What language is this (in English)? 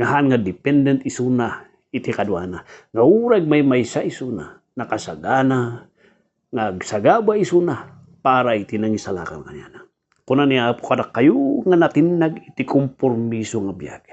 Iloko